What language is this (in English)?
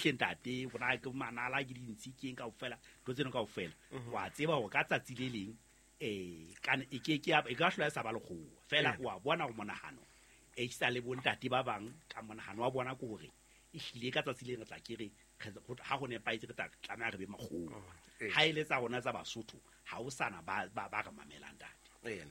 Southern Sotho